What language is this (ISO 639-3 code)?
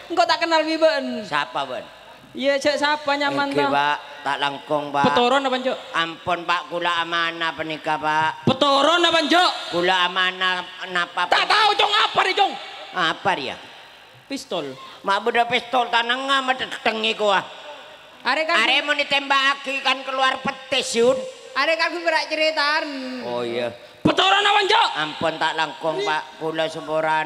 mad